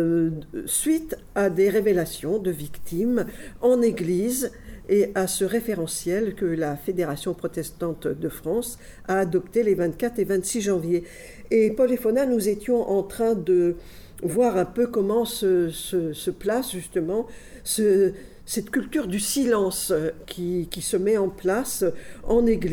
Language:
French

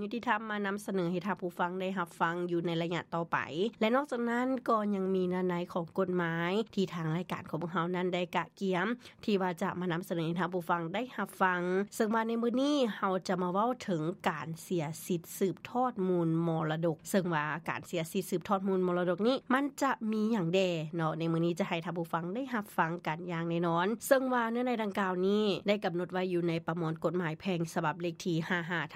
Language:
Lao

